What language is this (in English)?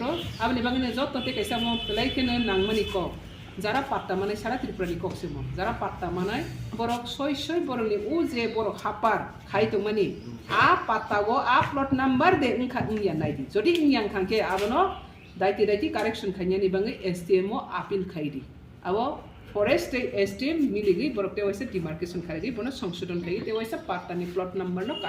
Riang (India)